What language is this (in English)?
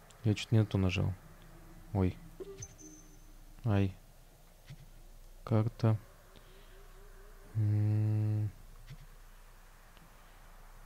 Russian